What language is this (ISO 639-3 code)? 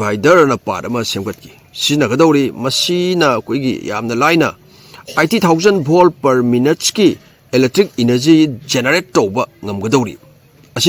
mni